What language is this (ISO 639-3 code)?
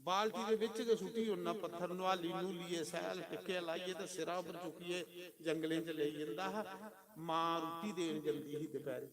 doi